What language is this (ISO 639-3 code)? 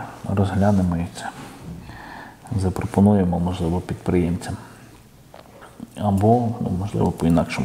ukr